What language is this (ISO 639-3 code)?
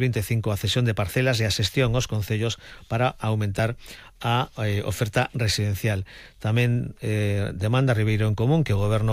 glg